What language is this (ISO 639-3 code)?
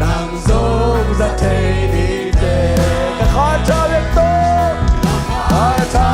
ctd